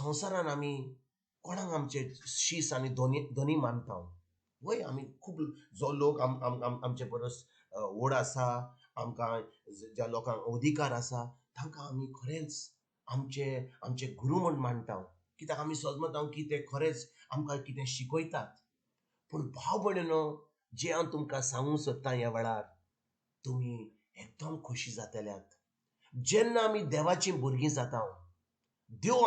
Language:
Konkani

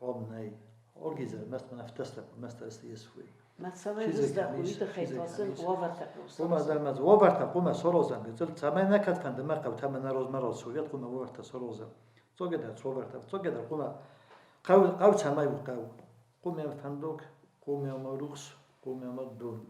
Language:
Ossetic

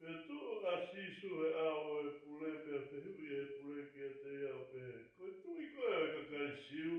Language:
Tongan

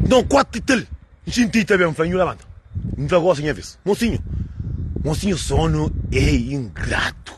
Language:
Kabuverdianu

